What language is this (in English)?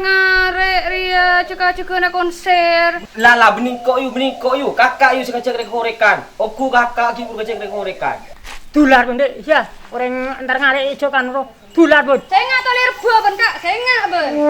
Madurese